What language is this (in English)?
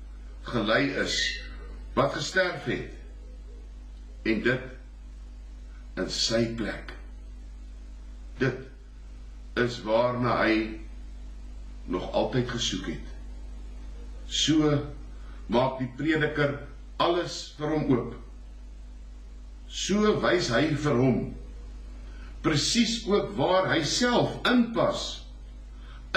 Afrikaans